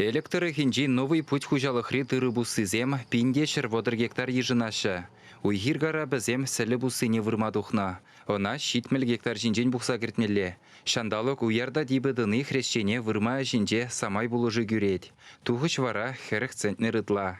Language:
Chuvash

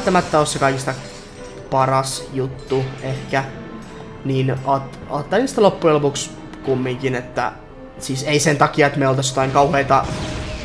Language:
Finnish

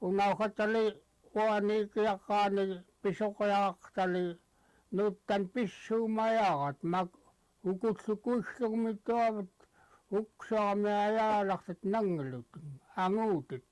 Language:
Central Yupik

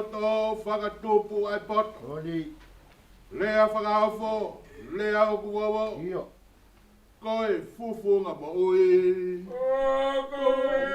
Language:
Tongan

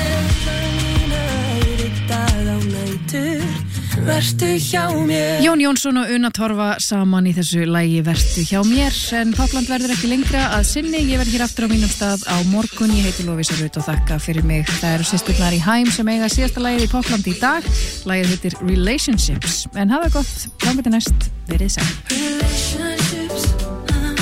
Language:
Icelandic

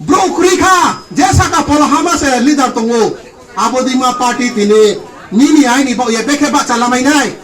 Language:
Kok Borok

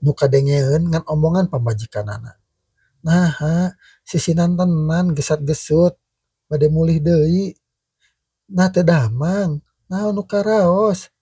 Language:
Sundanese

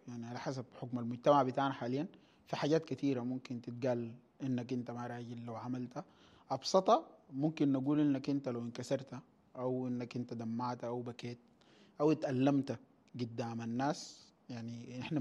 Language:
Sudanese Arabic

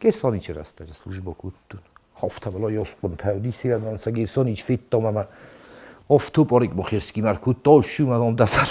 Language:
Ossetic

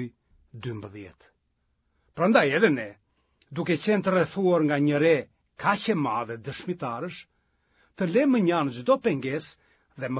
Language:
Albanian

